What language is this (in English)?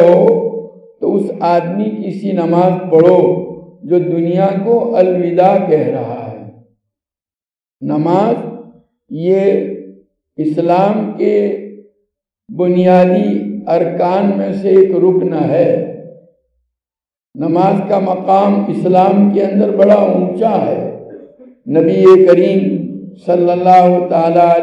Urdu